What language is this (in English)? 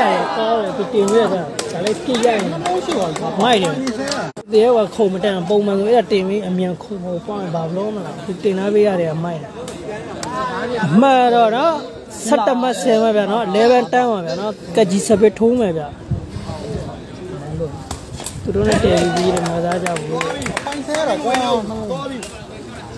Burmese